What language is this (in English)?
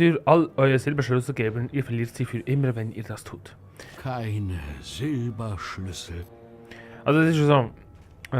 Swiss German